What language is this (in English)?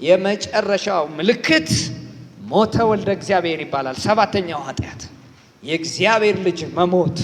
Amharic